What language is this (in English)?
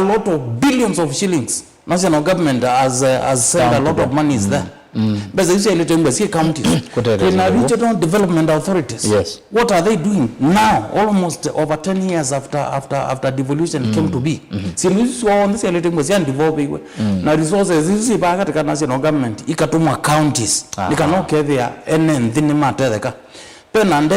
Kamba